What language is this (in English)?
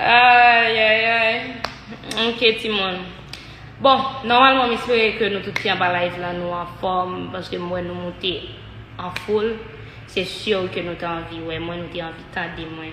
Haitian Creole